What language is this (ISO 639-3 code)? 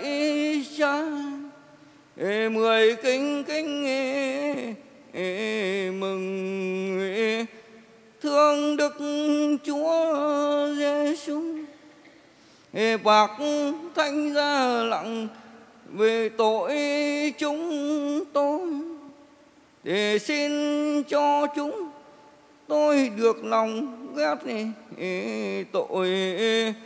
vie